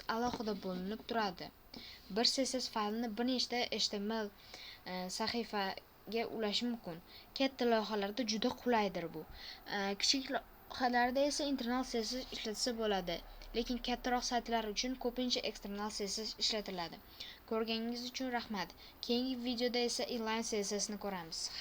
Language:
Uzbek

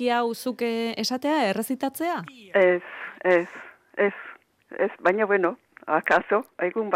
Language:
Basque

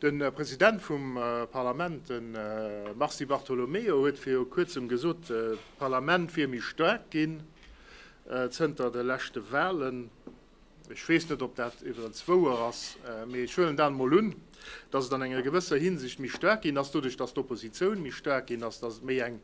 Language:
Luxembourgish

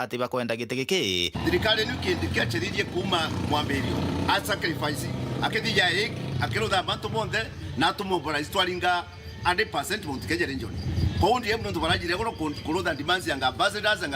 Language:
Meru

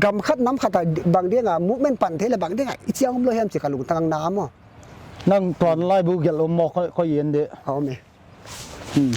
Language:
Paite Chin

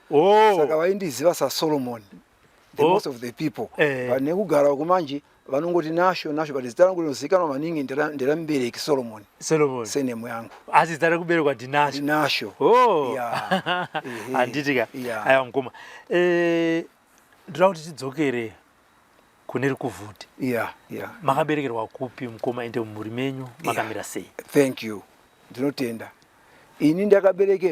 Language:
Shona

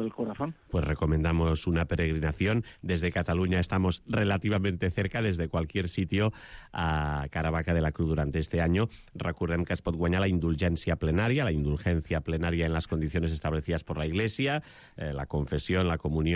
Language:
Catalan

